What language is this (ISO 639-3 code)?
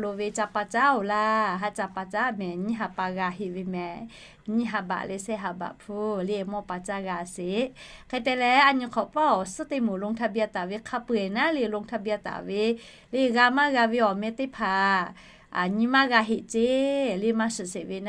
lhu